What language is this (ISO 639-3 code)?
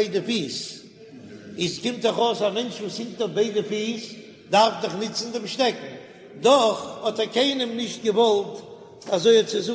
yid